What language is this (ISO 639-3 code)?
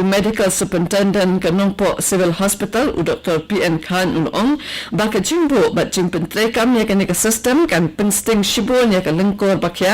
kha